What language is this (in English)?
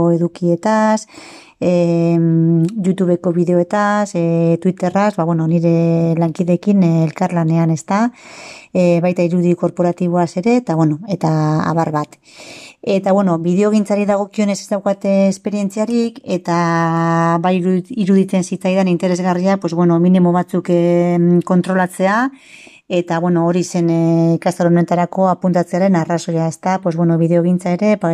Basque